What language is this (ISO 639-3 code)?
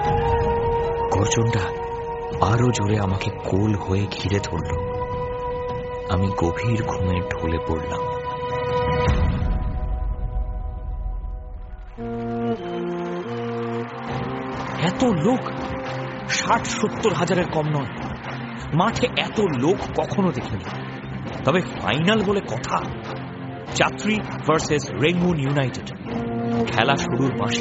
ben